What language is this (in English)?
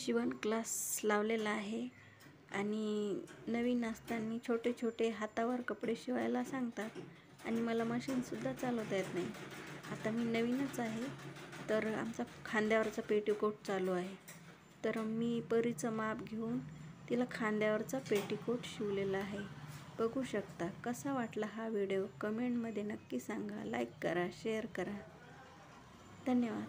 Marathi